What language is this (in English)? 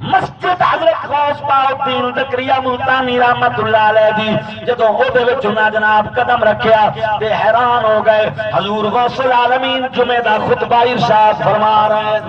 Saraiki